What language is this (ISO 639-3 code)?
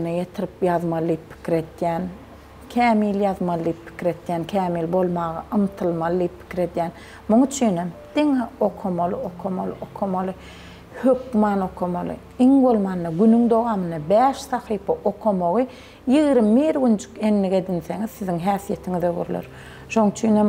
tuk